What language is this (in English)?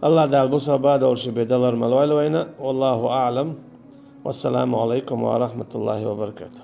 Chechen